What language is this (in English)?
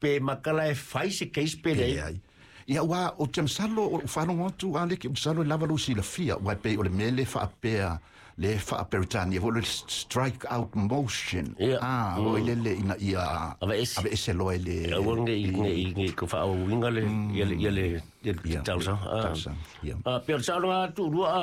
Samoan